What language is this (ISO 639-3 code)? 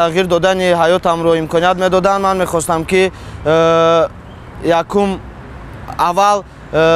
tgk